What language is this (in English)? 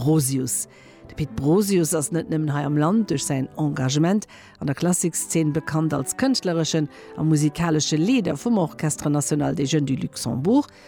Luxembourgish